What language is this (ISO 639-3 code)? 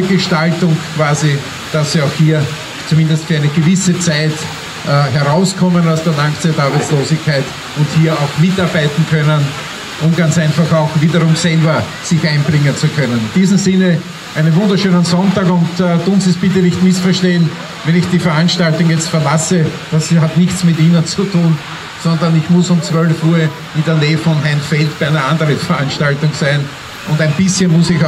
deu